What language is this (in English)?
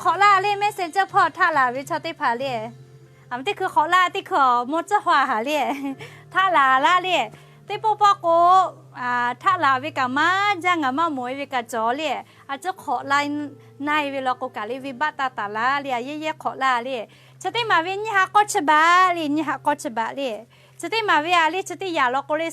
Lahu